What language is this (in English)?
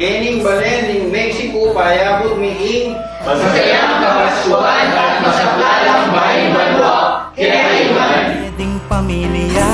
Pampanga